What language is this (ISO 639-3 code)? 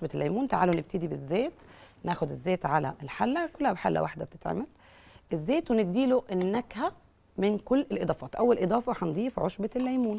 arz